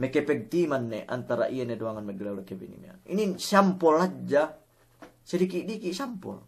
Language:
Yakan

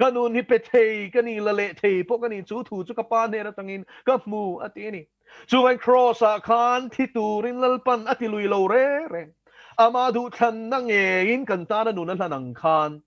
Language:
Mizo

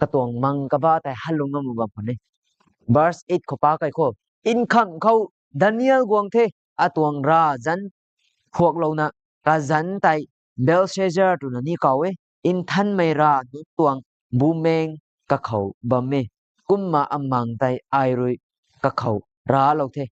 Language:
Rongmei Naga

